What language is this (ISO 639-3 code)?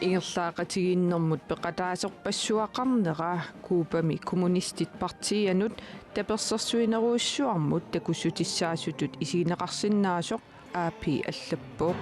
kal